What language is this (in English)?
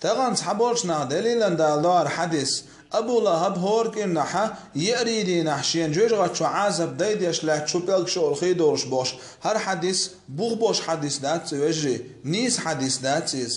Chechen